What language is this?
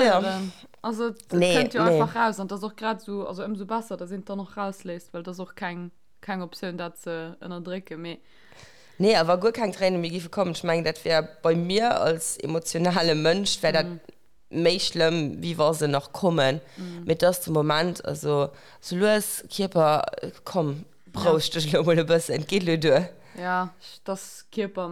Luxembourgish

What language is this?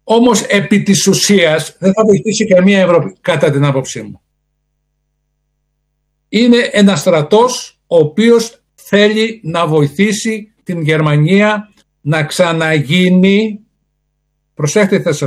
Greek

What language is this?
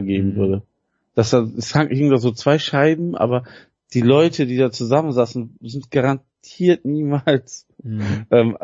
German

